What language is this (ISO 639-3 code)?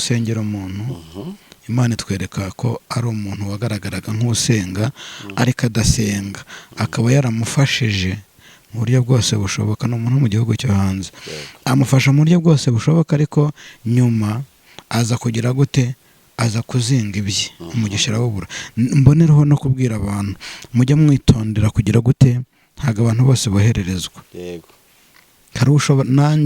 kin